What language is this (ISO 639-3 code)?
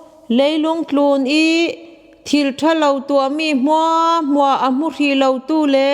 cfm